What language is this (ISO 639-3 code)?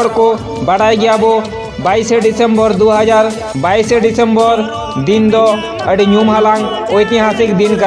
sat